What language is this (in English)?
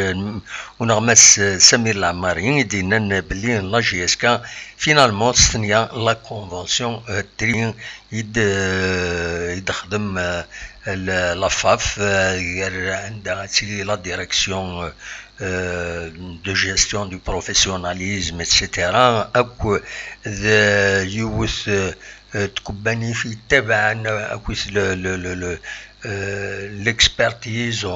Kabyle